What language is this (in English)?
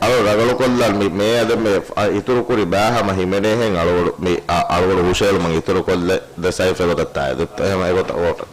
Divehi